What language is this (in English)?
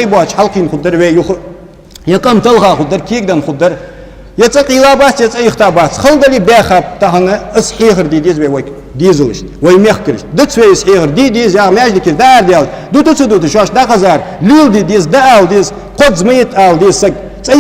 Ingush